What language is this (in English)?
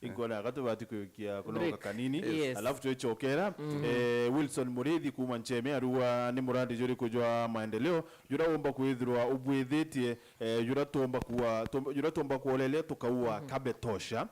Meru